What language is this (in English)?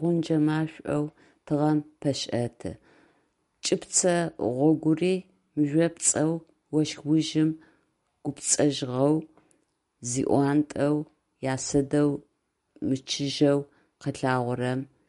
Adyghe